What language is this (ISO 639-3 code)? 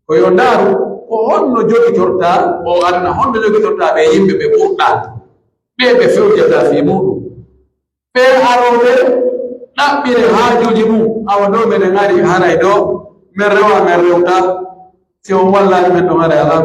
fuf